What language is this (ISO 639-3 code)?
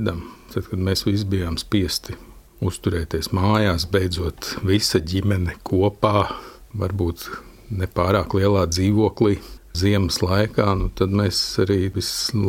lav